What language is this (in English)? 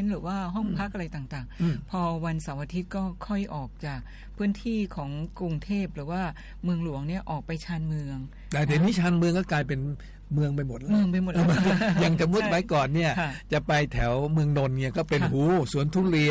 Thai